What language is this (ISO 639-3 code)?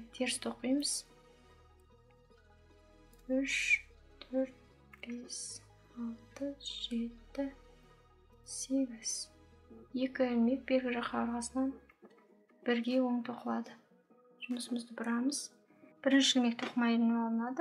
kaz